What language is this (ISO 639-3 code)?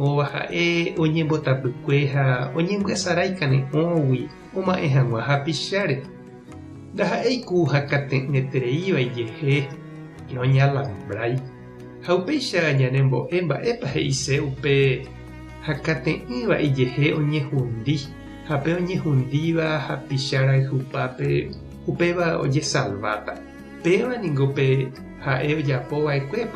grn